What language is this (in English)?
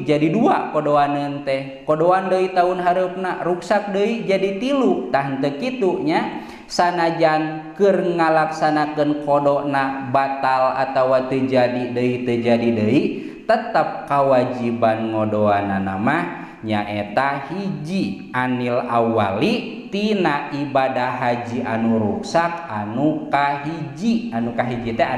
Sundanese